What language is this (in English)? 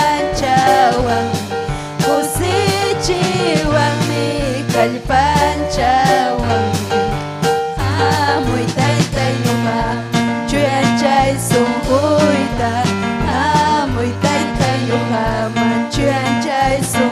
Ayacucho Quechua